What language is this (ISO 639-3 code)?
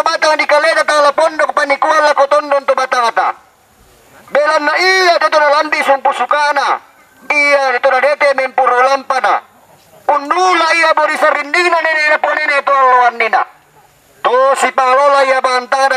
sda